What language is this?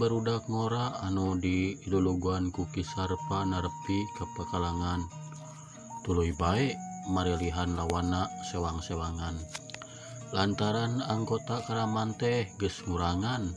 Sundanese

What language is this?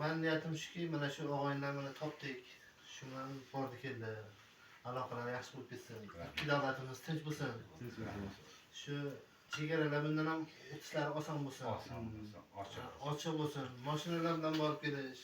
Uzbek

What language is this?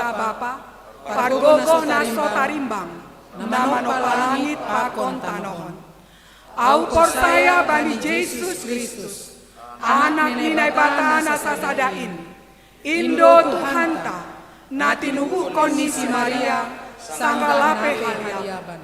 Batak Simalungun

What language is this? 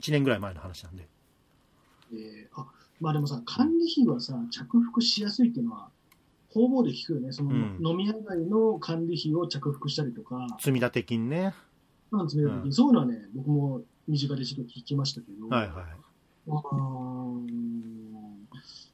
Japanese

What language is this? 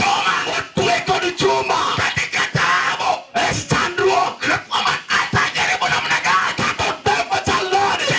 Luo (Kenya and Tanzania)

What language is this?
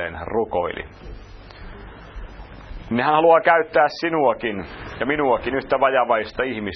Finnish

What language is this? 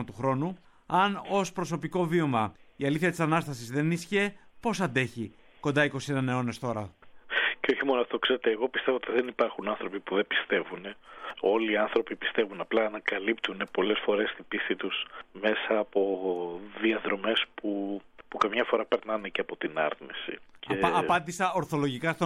Greek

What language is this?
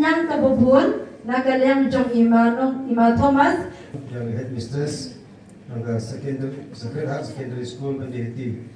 Khasi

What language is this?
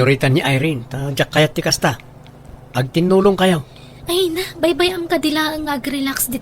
Iloko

